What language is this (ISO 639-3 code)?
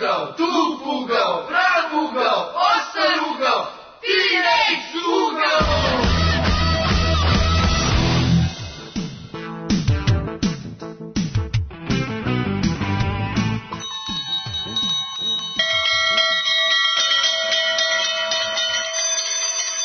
srp